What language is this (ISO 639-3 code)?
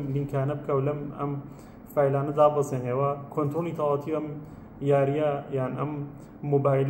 ckb